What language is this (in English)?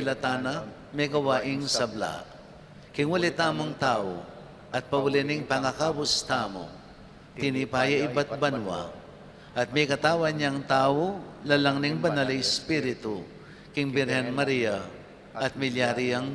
Pampanga